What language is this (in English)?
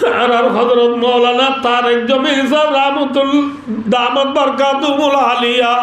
Rohingya